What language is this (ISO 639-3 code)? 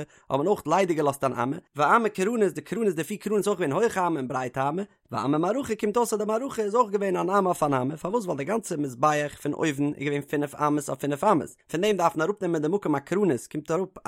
yid